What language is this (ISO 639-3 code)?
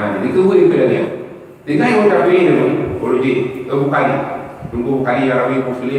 ace